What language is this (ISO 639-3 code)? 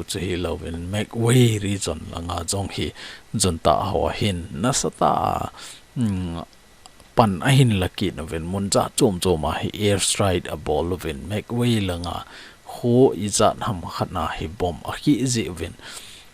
tcz